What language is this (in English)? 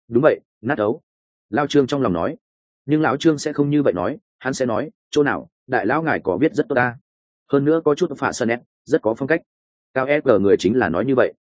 Vietnamese